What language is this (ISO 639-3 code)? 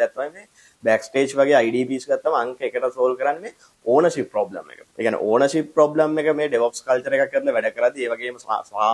sin